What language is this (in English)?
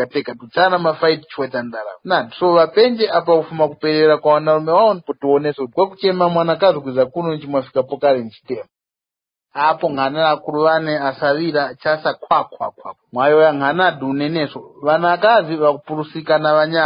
Tumbuka